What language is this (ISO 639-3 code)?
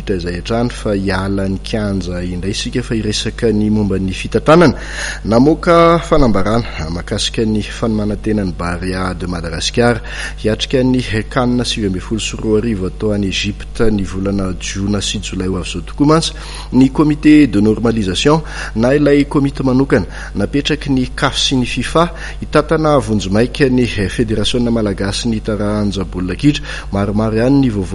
mlg